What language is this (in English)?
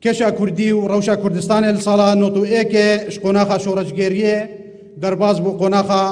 Kurdish